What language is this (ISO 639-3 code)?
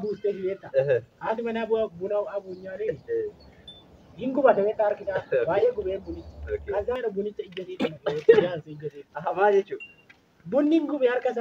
orm